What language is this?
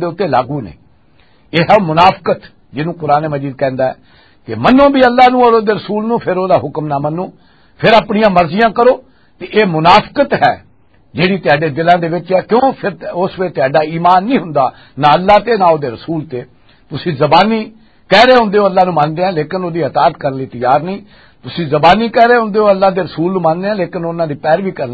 Western Panjabi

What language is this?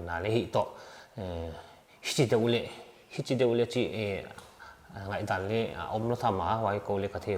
Paite Chin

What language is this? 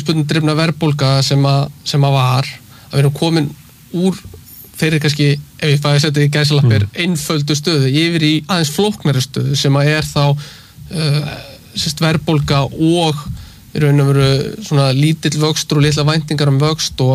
Icelandic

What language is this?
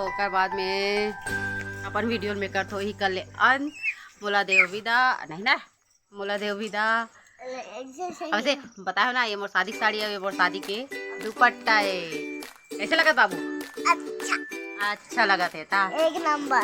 Chhattisgarhi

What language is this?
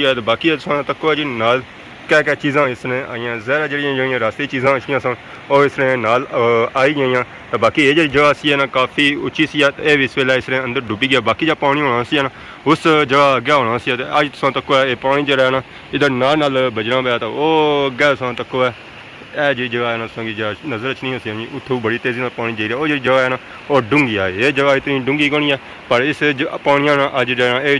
Pahari-Potwari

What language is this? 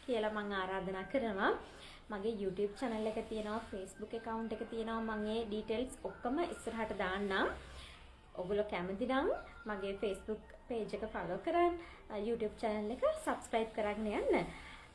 Sinhala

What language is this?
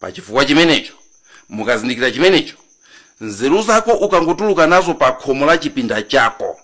Nyanja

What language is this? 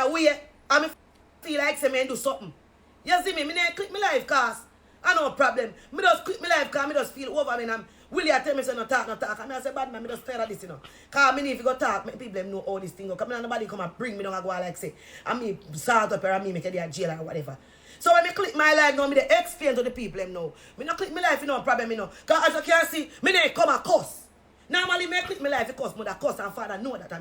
Jamaican Creole English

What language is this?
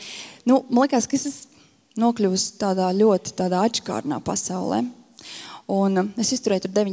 Latvian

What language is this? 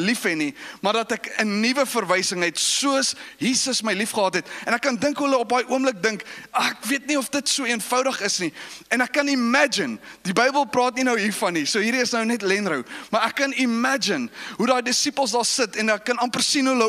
Afrikaans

